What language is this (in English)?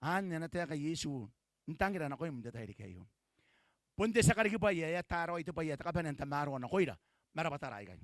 Gilbertese